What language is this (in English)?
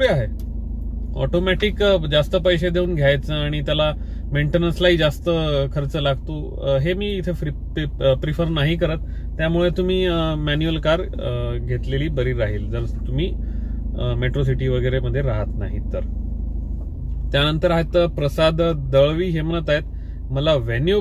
Marathi